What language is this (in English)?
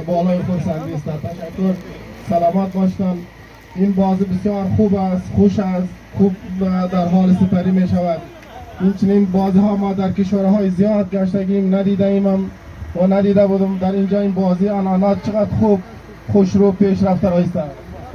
Tajik